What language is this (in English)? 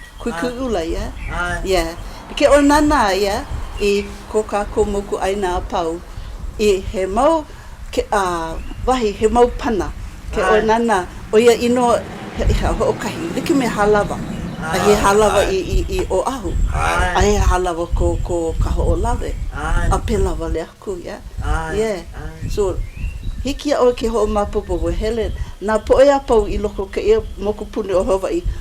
Hawaiian